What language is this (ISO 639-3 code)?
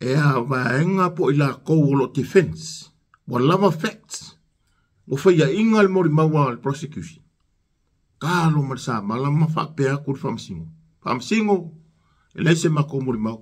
smo